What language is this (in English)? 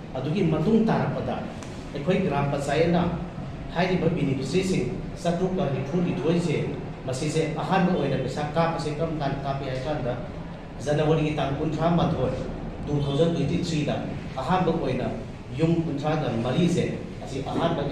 Manipuri